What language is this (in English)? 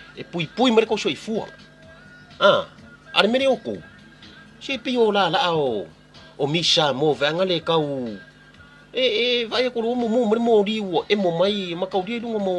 Samoan